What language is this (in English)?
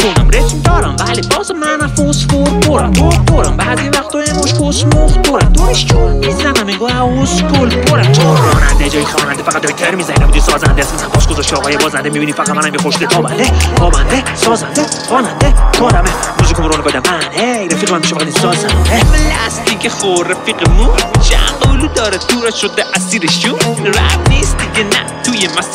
Persian